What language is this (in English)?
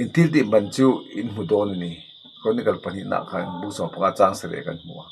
Mizo